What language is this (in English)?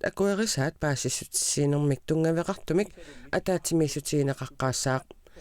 Kalaallisut